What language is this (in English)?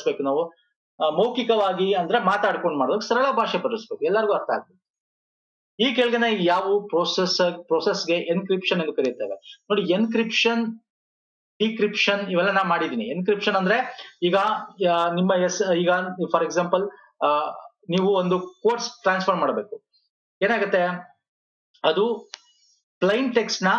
Kannada